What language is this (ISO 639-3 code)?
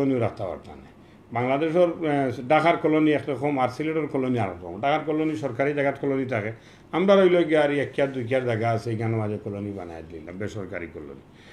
syl